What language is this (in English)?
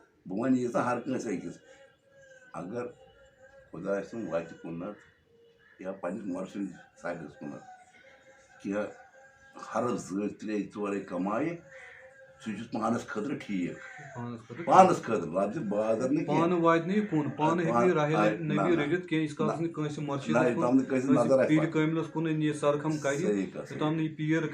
Kashmiri